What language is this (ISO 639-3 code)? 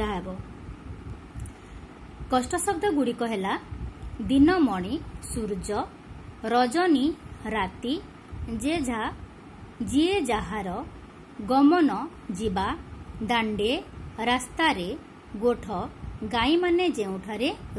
ori